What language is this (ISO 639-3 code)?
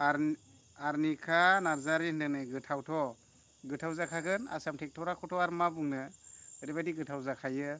brx